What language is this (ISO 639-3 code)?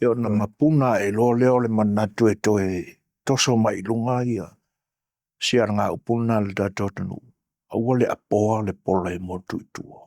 smo